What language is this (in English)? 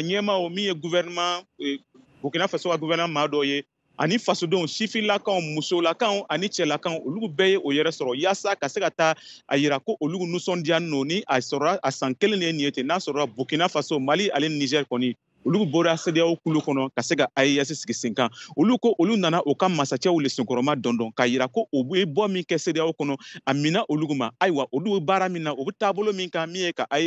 Bambara